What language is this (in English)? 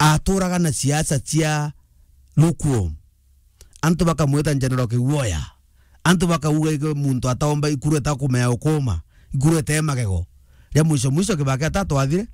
Meru